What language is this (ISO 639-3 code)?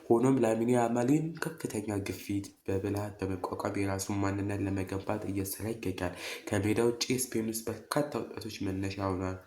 amh